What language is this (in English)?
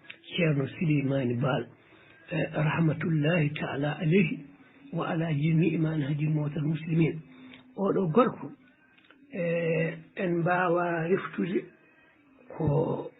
Fula